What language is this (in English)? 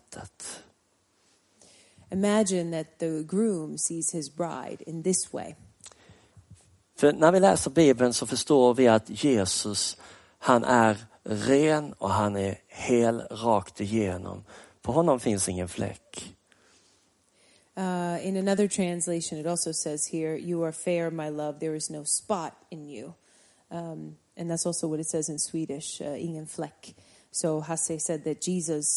Swedish